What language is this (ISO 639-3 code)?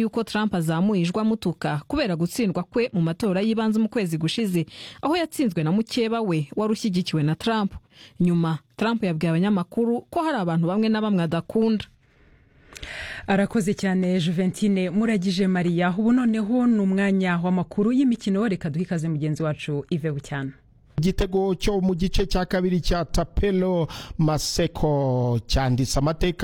kin